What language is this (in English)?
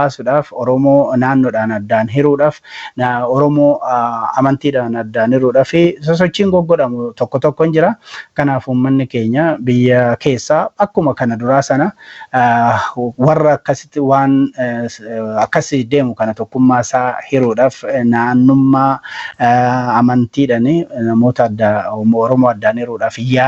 Oromo